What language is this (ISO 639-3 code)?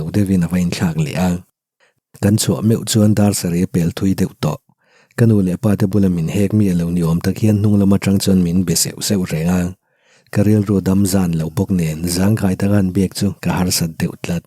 lus